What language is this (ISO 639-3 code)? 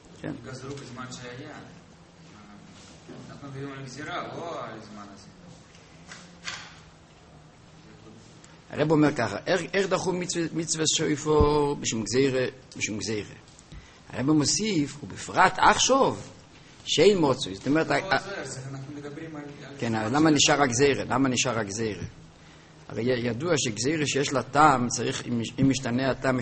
heb